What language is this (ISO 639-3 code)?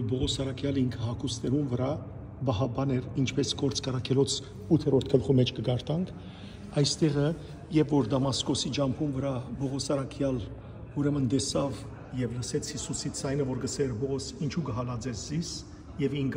hyw